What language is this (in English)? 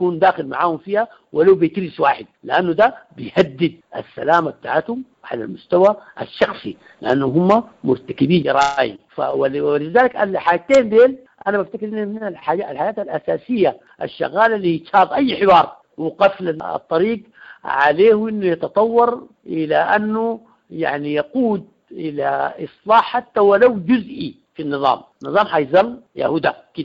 Sudanese Arabic